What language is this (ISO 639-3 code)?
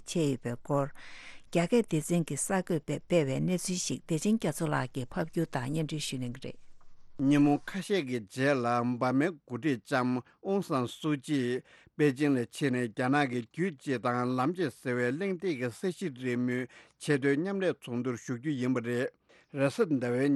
bod